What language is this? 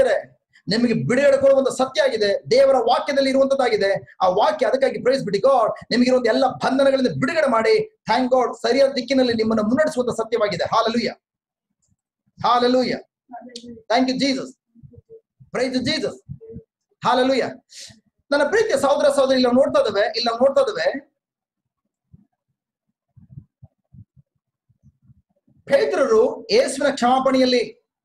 Kannada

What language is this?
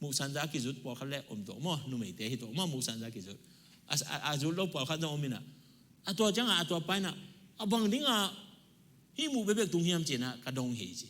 Tedim Chin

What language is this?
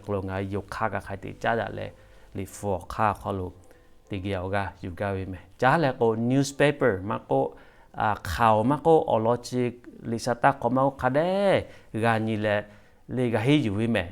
Lahu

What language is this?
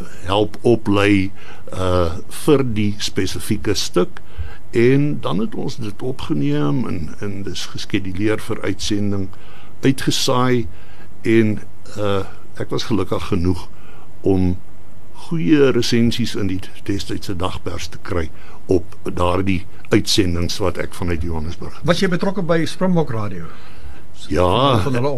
Afrikaans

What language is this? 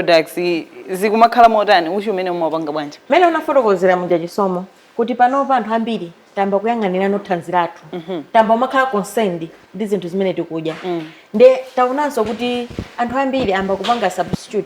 Nyanja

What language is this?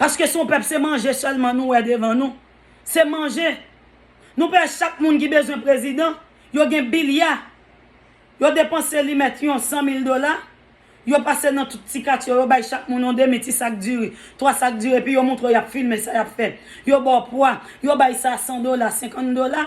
Haitian Creole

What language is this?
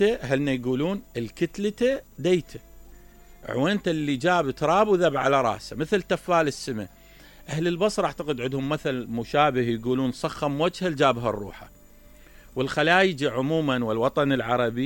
Mesopotamian Arabic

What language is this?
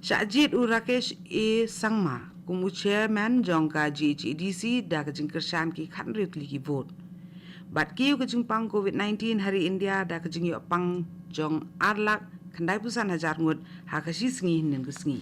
Khasi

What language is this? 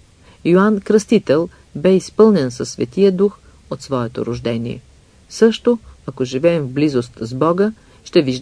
Bulgarian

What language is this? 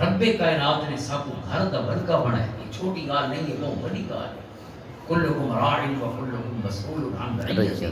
Western Panjabi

